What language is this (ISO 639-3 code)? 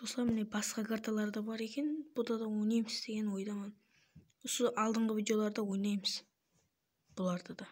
kaa